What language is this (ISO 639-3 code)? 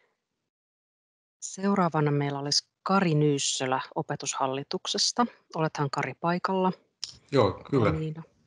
fin